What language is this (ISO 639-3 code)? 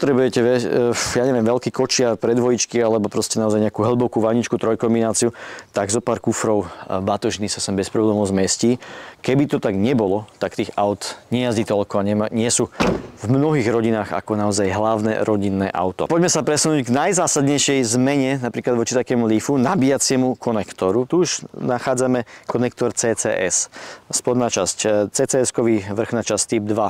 slk